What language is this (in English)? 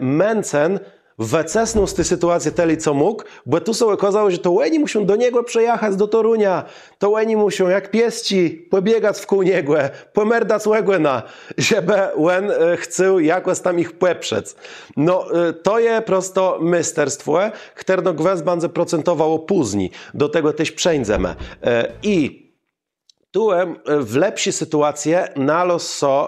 Kashubian